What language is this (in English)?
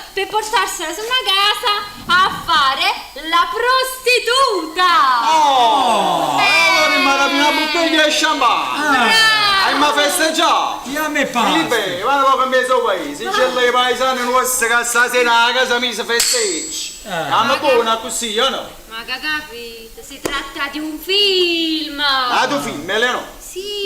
Neapolitan